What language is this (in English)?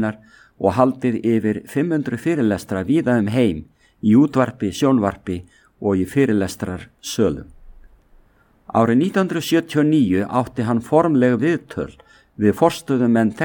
Icelandic